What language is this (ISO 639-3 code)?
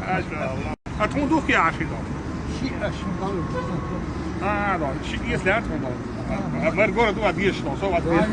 che